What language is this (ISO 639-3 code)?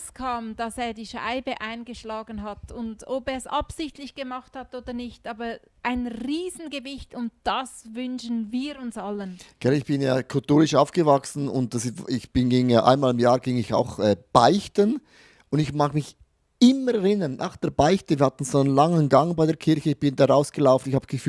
gsw